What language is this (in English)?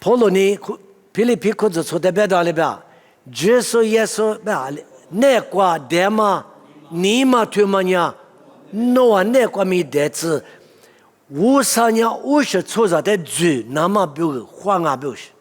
Lisu